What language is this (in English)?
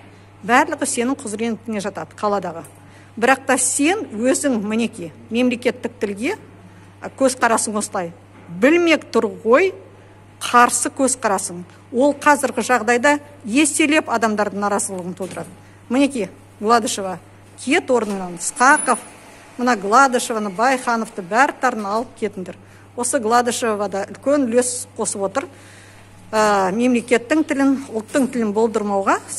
Kazakh